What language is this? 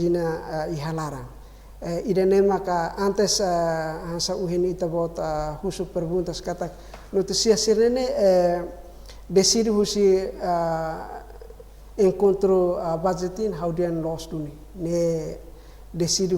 Tetum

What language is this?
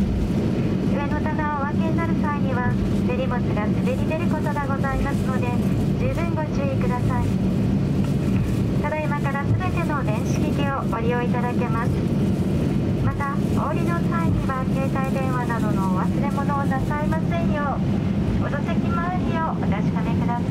Japanese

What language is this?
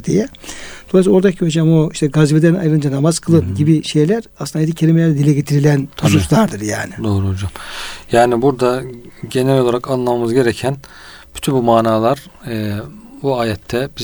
Turkish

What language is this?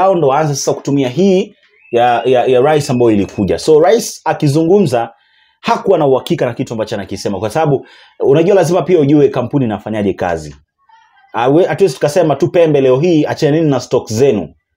Swahili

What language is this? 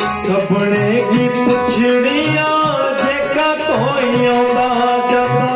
Dogri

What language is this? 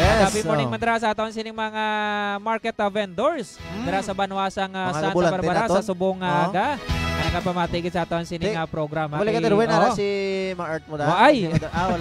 Hiligaynon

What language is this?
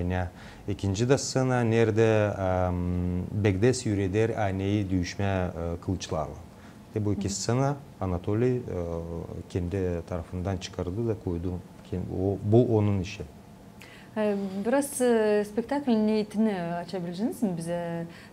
Gagauz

